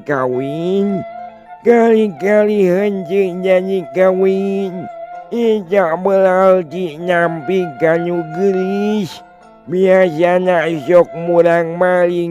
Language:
Sundanese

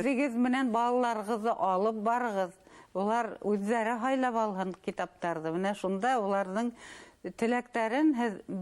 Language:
Bashkir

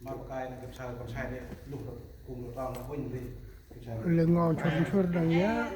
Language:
Central Mnong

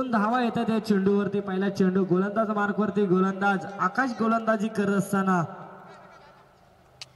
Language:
Marathi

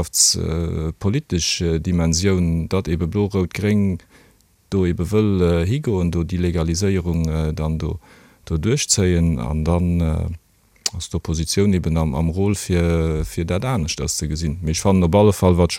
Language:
Luxembourgish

